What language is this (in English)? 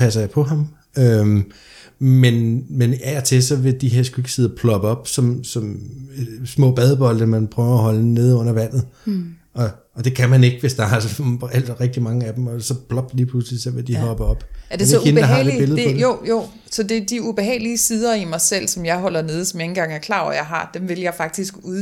Danish